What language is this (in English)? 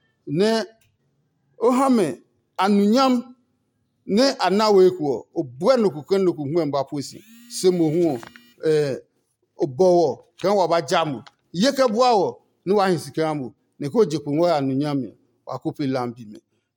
Adangme